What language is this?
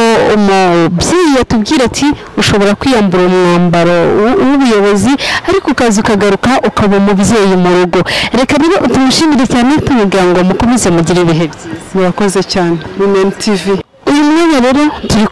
Kinyarwanda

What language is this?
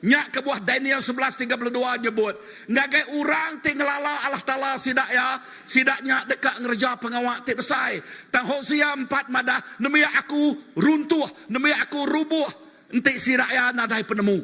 Iban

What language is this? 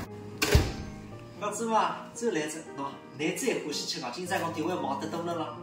Wu Chinese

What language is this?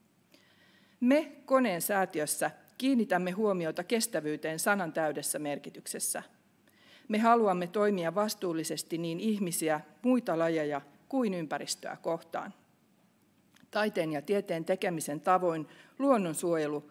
Finnish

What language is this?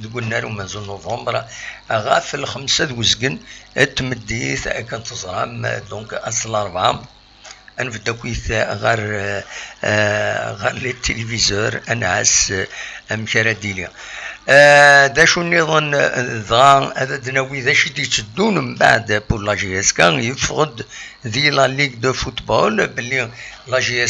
Kabyle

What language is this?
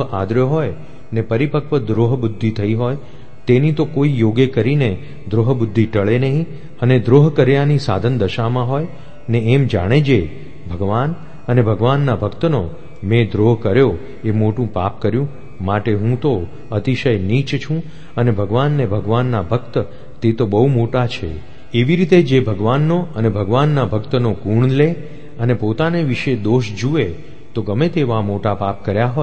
Gujarati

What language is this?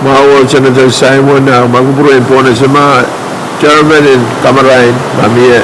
Pohnpeian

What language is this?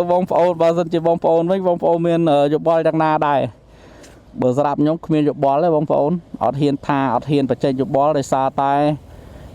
Khmer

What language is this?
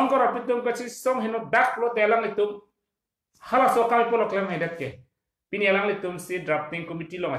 Karbi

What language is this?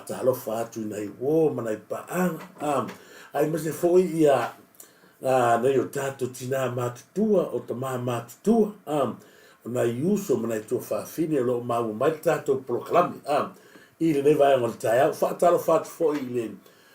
Samoan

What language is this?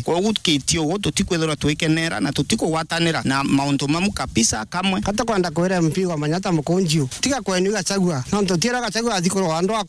Meru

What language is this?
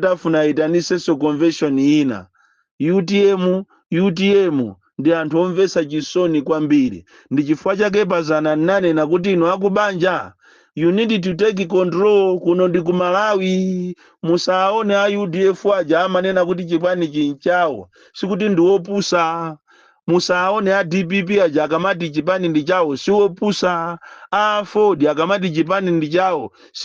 Nyanja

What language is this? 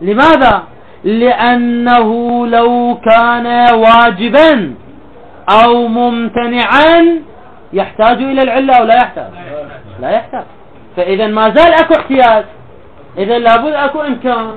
Mesopotamian Arabic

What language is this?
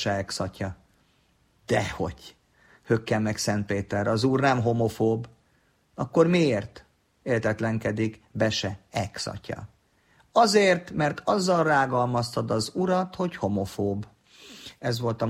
Hungarian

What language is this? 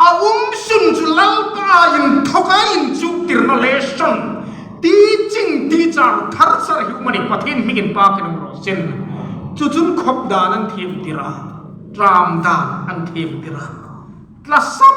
Hmar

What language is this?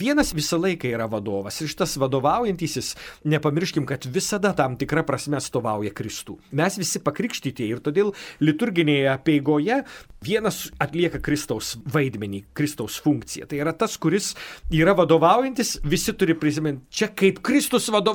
Lithuanian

